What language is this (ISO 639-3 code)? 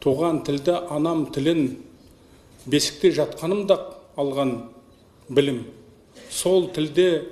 kaz